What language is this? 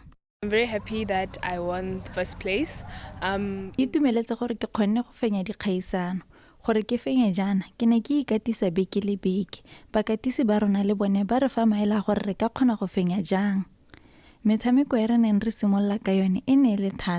Tswana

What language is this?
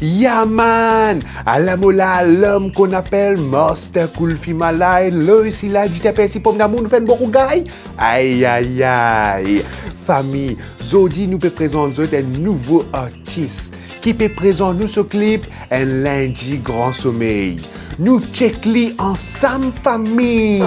Morisyen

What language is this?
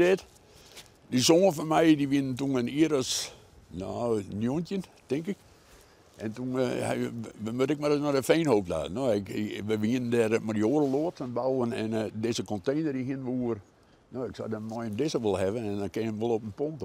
Western Frisian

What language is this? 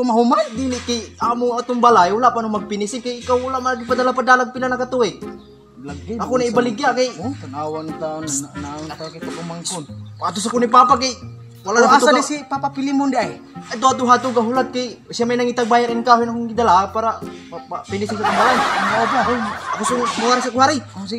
Cebuano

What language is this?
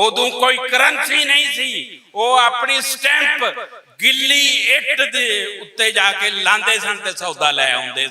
Western Panjabi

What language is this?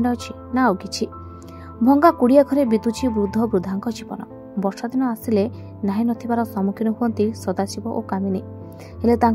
Odia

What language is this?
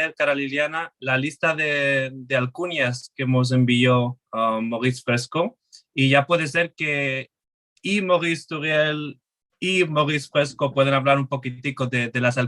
Ladino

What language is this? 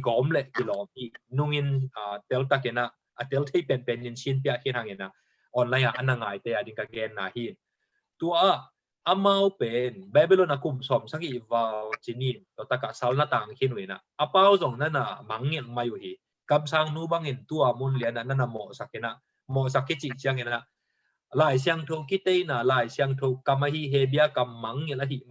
Tedim Chin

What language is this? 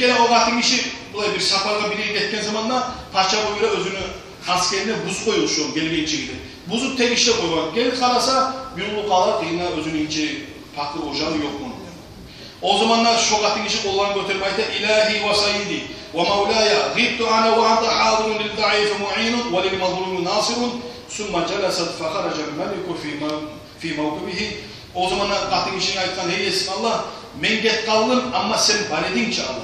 Kumyk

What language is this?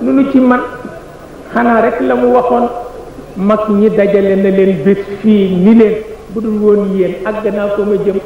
Wolof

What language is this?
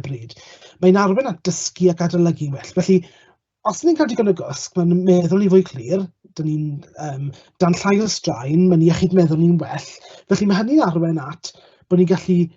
Welsh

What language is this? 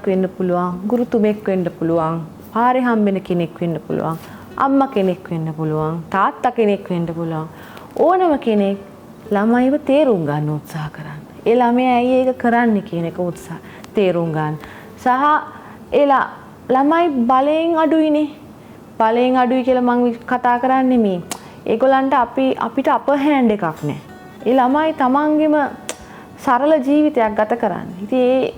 Sinhala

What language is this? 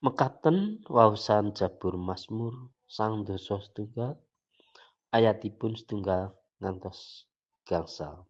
Javanese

